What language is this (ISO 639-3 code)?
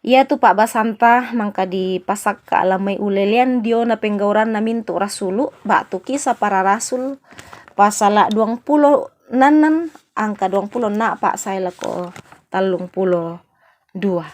sda